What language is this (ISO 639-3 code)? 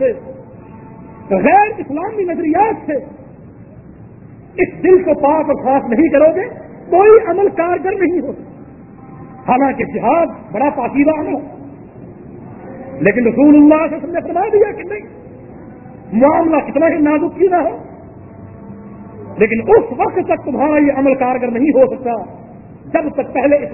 urd